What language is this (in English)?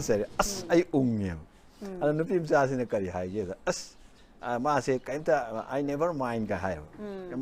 Manipuri